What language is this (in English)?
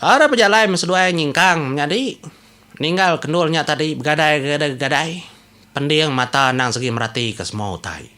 Iban